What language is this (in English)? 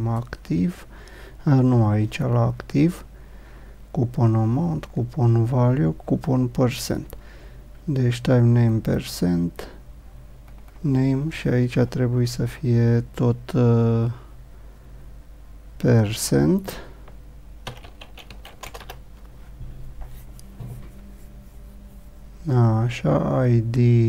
Romanian